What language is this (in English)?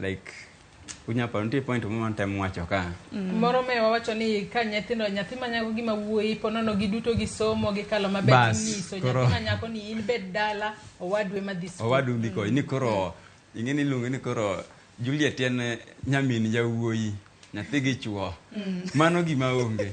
Luo (Kenya and Tanzania)